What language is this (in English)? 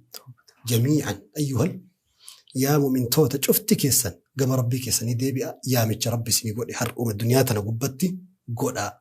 Oromo